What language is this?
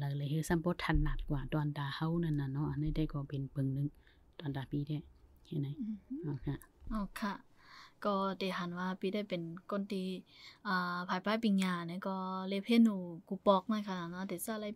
Shan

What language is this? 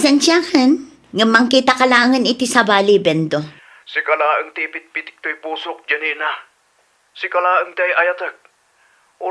Iloko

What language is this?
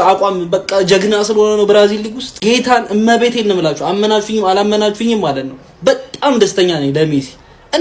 Amharic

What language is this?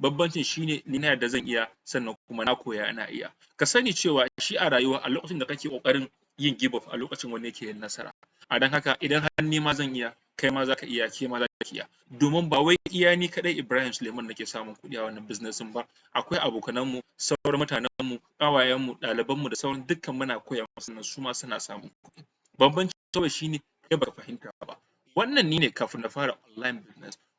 Hausa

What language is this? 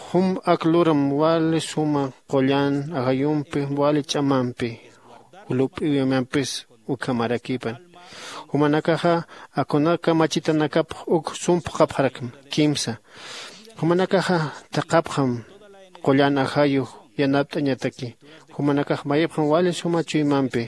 Aymara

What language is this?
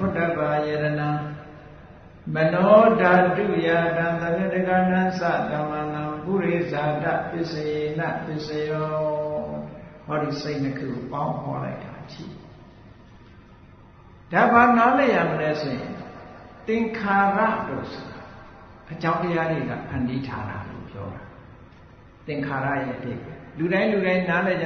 Burmese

